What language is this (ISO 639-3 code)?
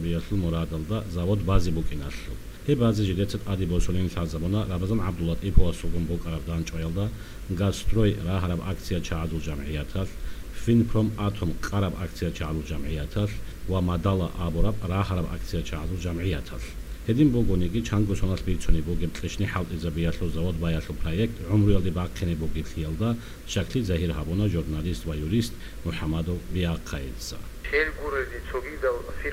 ava